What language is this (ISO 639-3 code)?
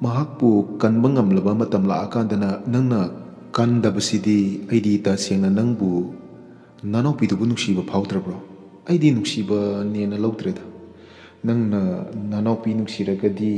mni